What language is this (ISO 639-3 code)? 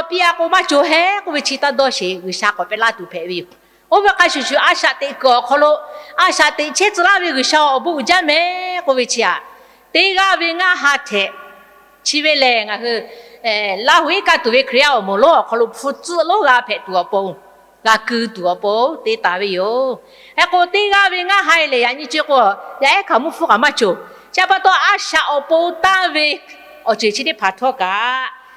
lhu